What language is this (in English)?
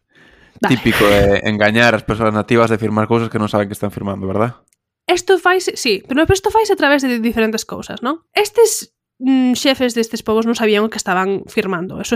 Galician